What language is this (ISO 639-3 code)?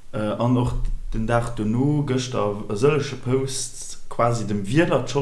ltz